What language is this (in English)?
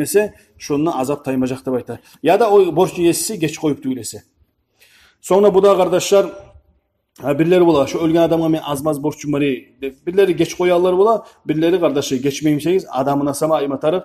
Kumyk